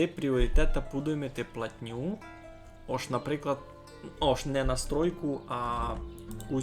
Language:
Rusyn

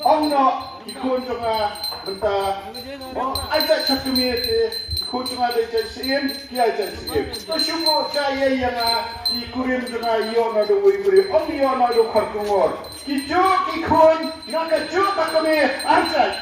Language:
Khasi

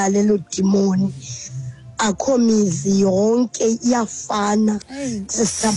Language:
Xhosa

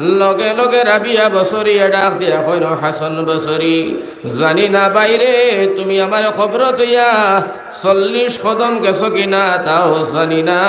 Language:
Sylheti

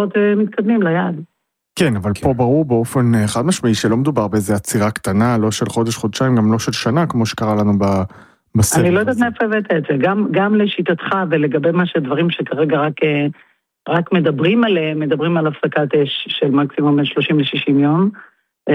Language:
Hebrew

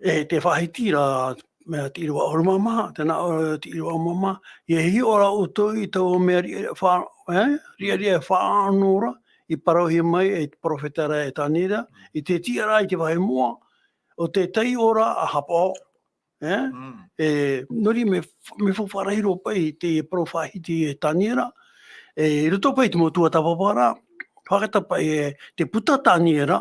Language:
Tahitian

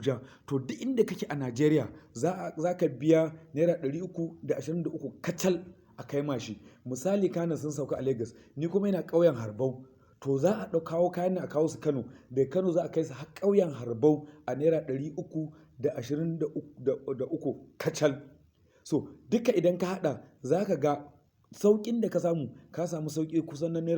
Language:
Hausa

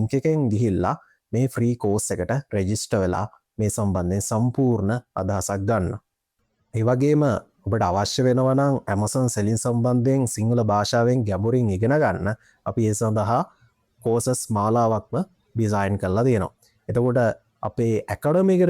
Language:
Sinhala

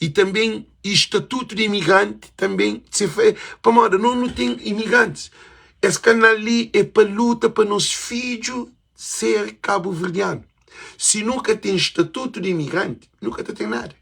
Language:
Kabuverdianu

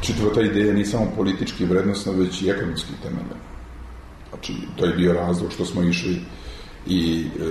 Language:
Serbian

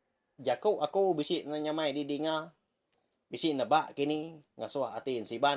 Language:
Iban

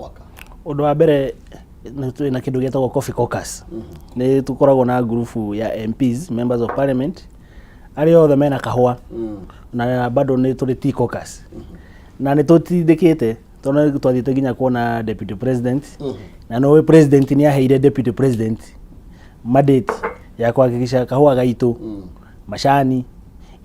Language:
Kikuyu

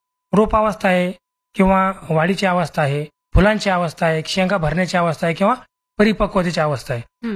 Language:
Marathi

